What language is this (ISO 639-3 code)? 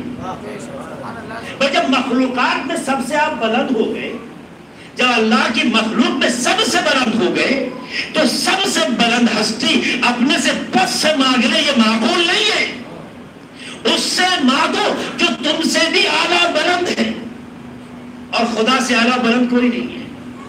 urd